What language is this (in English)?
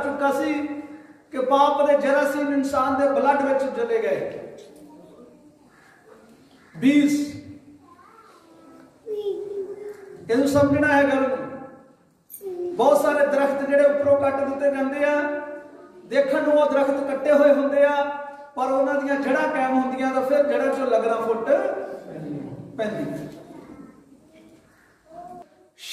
Punjabi